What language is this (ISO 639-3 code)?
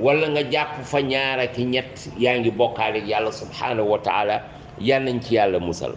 wol